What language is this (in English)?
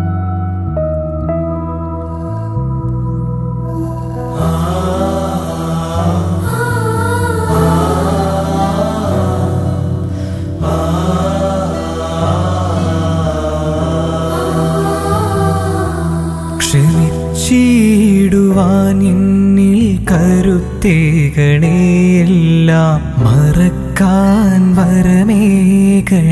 Malayalam